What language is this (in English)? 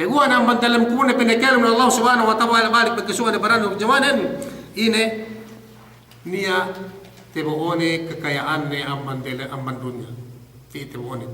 Yakan